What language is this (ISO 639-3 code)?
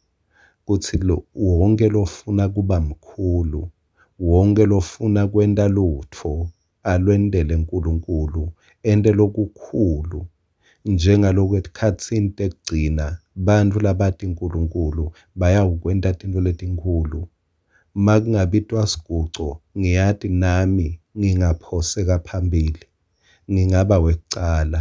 ssw